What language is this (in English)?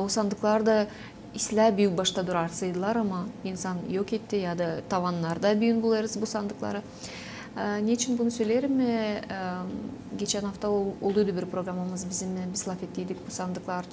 Gagauz